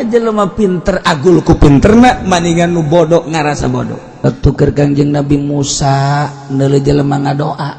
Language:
Sundanese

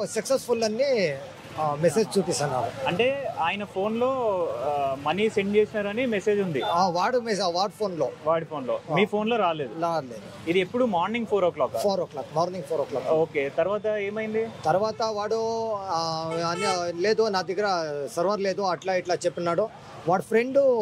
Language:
Telugu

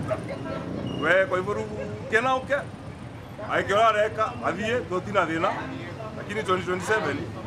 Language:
Meru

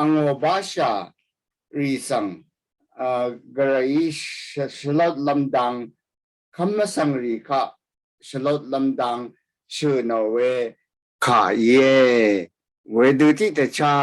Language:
Rawang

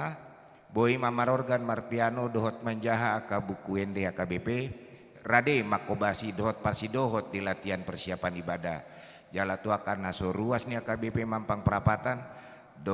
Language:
Batak Toba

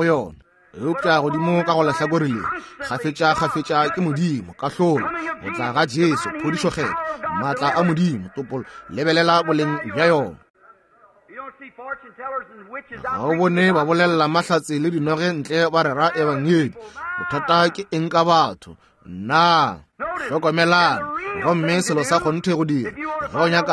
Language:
Northern Sotho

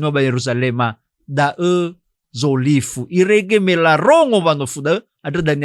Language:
Nias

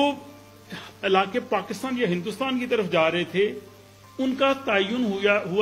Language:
Urdu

